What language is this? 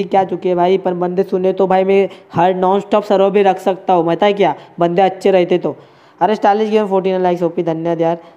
Hindi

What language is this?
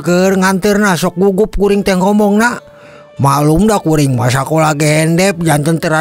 Sundanese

